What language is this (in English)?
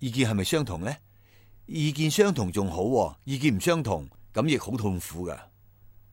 Cantonese